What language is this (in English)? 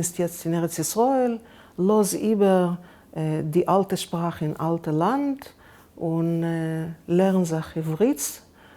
Yiddish